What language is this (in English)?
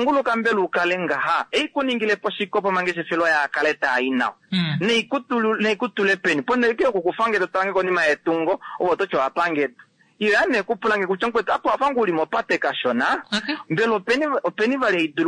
Kuanyama